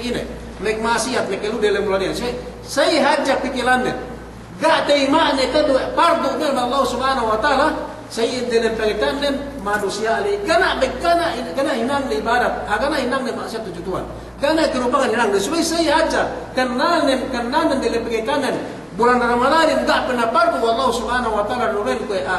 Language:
Yakan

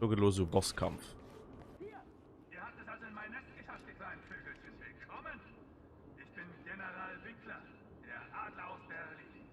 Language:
Luxembourgish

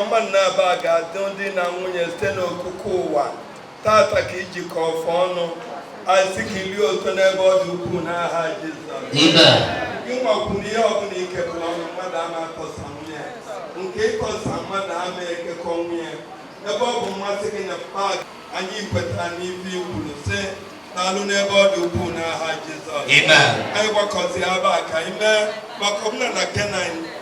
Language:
Igbo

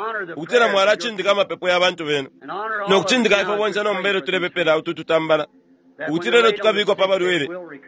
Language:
Bemba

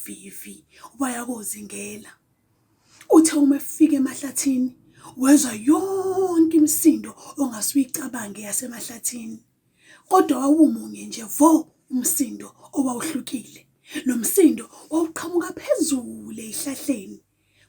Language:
Zulu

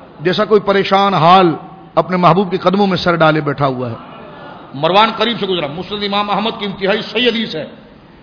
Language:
Urdu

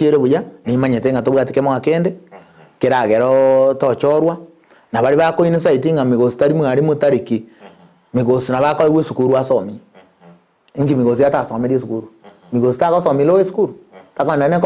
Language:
Gusii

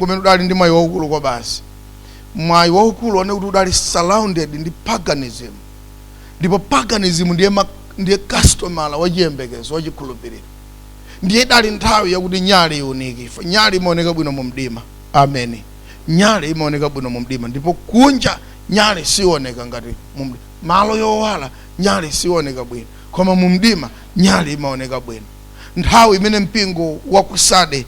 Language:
Nyanja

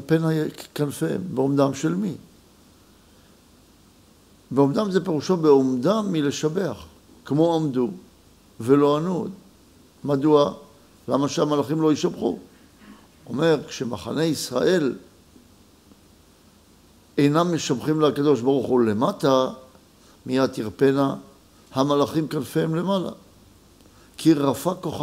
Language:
Hebrew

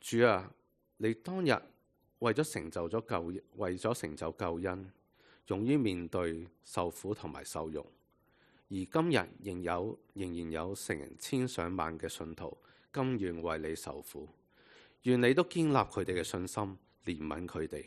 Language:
Cantonese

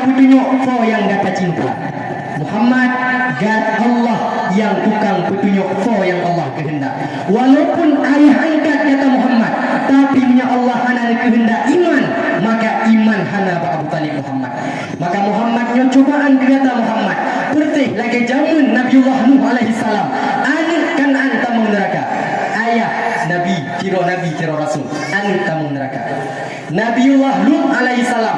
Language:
Achinese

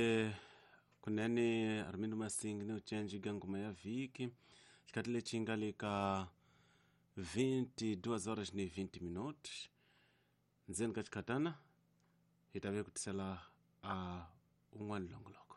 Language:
Tsonga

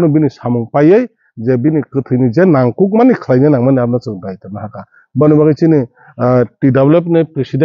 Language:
Kok Borok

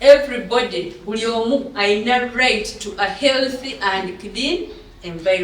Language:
Ganda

